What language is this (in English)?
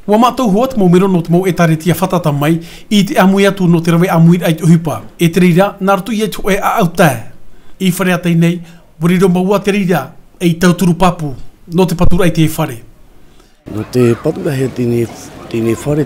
Tahitian